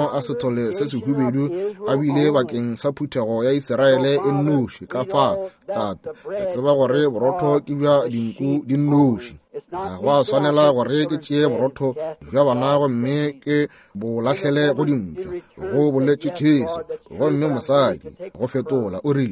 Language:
Northern Sotho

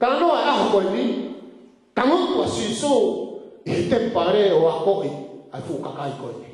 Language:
Tongan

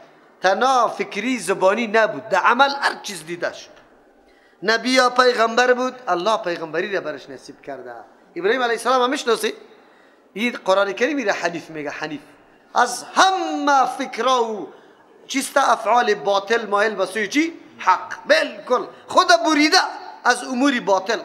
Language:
Persian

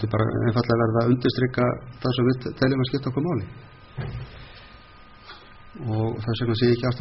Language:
Icelandic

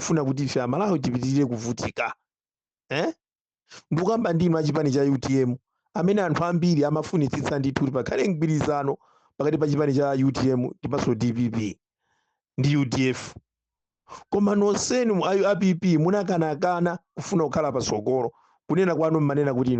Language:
Nyanja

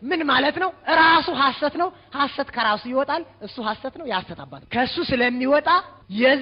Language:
Amharic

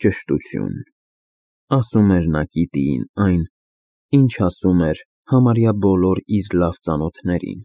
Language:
Armenian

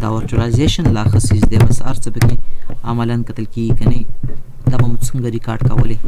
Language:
Pashto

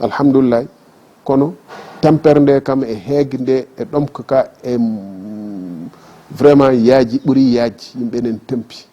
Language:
Fula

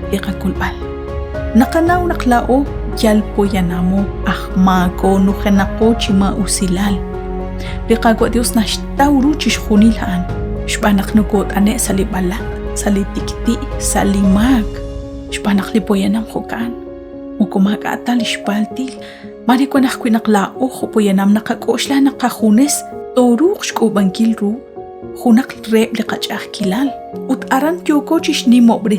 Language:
Kekchí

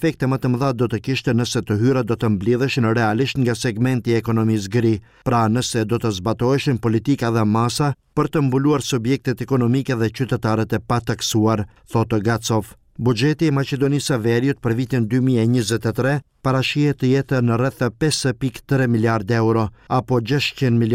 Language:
Albanian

